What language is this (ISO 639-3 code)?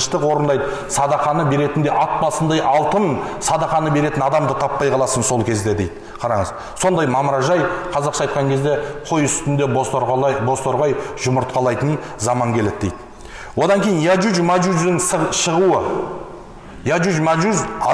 kaz